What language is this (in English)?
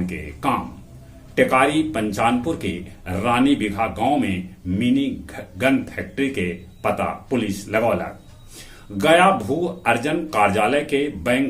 Magahi